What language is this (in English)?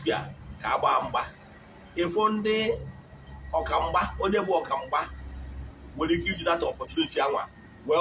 Igbo